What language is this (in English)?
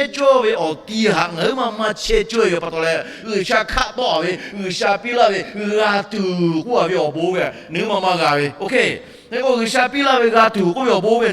Lahu